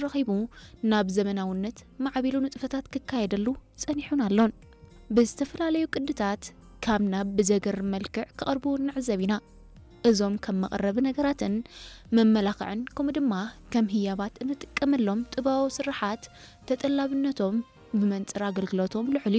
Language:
Tigrinya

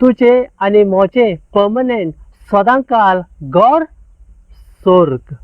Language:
Konkani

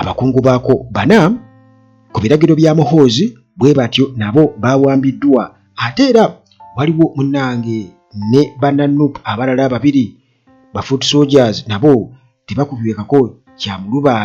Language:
Ganda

